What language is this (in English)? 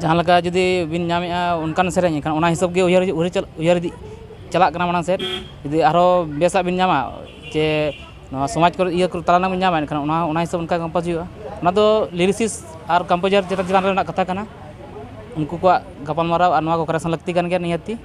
Santali